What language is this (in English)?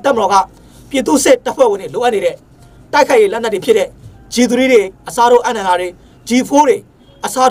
Burmese